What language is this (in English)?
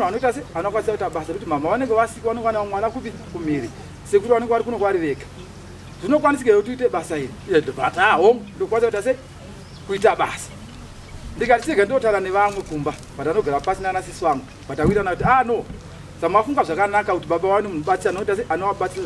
Shona